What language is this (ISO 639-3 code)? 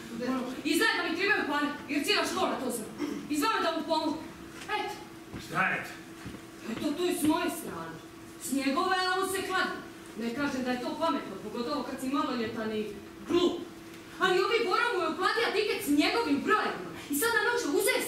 hrv